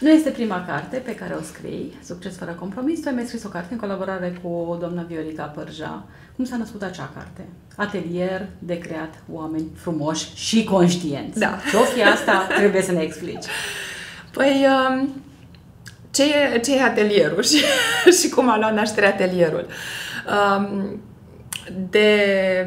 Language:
Romanian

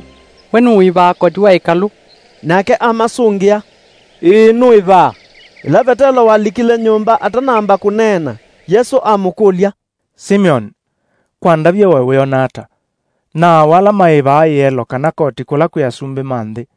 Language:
Kamba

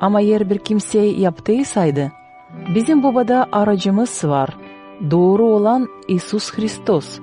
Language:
Gagauz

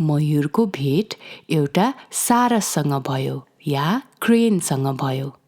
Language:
Nepali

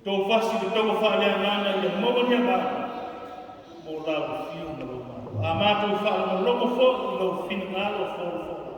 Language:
Samoan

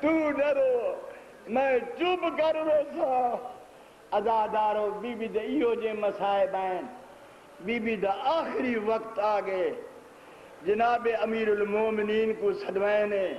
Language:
Saraiki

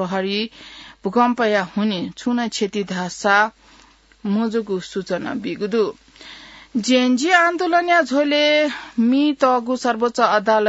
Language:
Newari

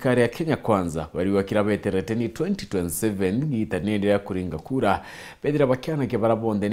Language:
Meru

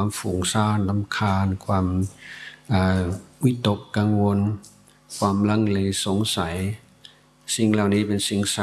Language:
Thai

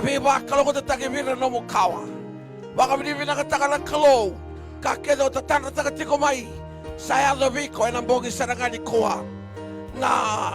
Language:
Fijian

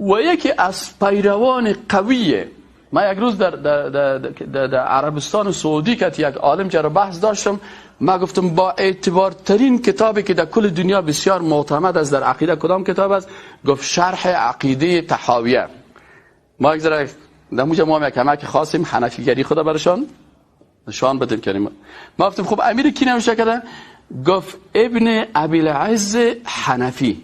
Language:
Persian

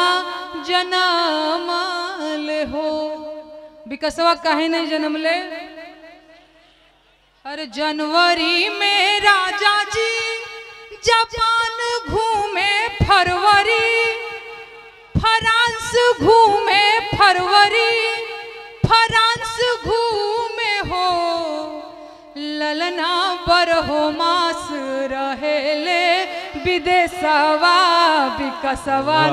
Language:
Bhojpuri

